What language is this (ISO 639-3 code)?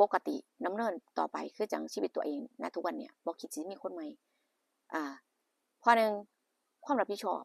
tts